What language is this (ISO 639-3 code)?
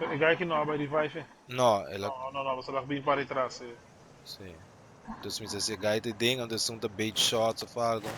pap